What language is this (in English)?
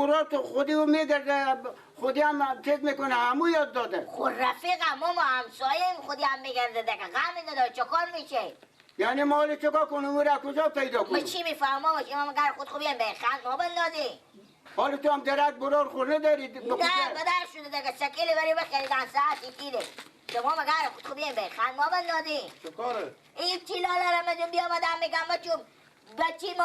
Persian